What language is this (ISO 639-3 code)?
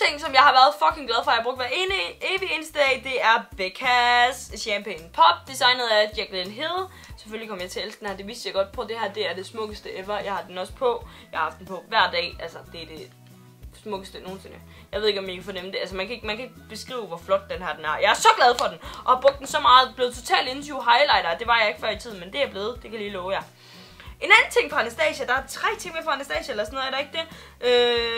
dan